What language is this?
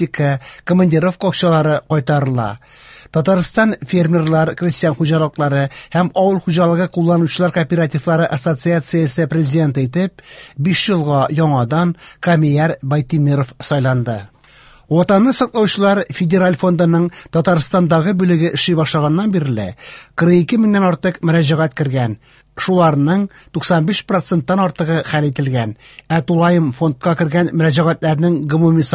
Tatar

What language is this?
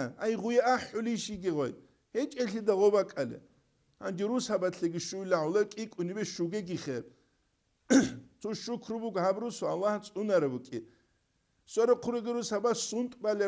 Avaric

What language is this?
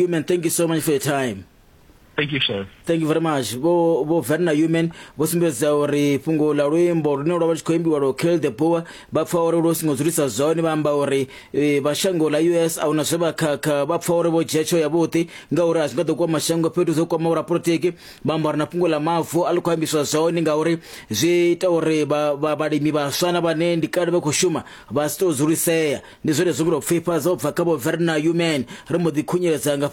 Venda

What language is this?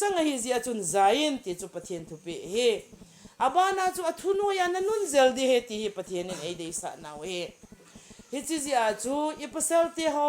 Thado Chin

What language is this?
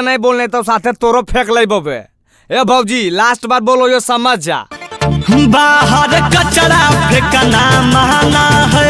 Magahi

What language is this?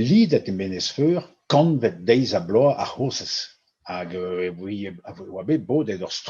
Breton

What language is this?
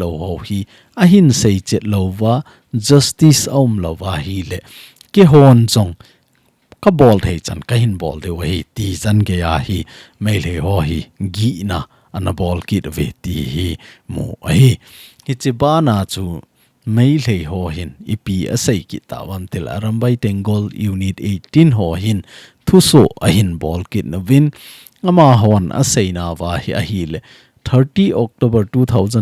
Thado Chin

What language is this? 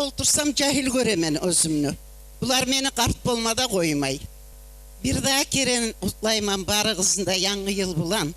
Kumyk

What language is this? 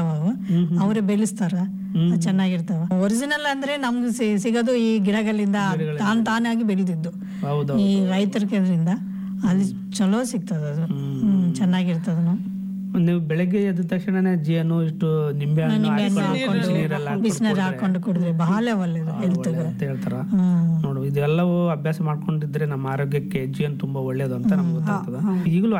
Kannada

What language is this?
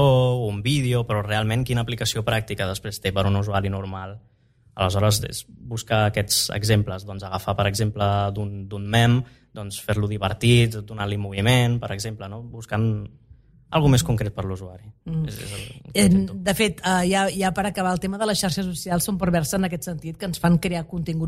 Catalan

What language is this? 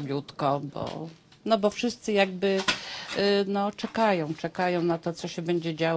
Polish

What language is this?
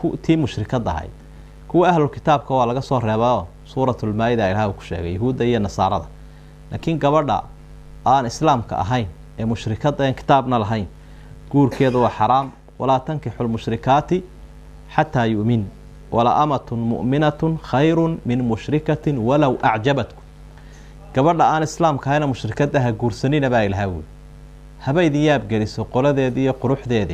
Somali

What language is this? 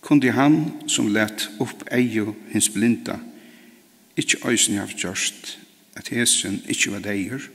Faroese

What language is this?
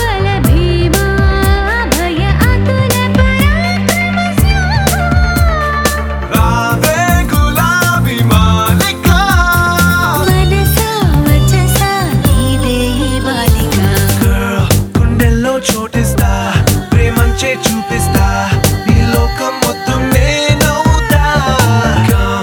Telugu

